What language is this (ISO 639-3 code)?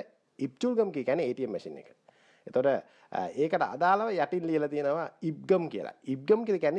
sin